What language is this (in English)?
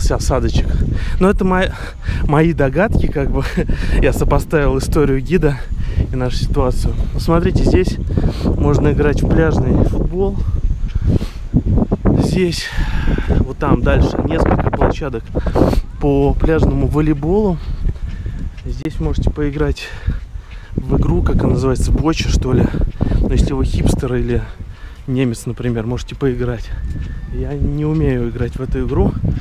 Russian